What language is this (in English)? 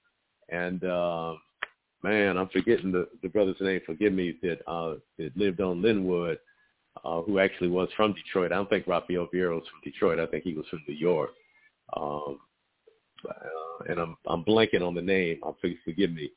English